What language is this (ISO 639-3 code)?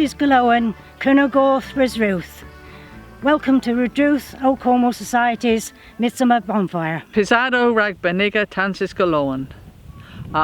cor